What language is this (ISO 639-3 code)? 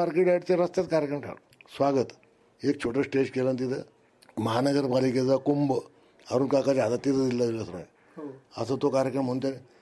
mar